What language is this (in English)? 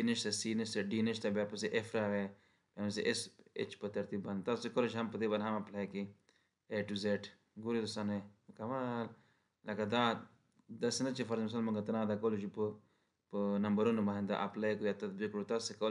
Pashto